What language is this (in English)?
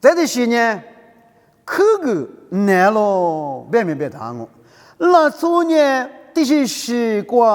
Lisu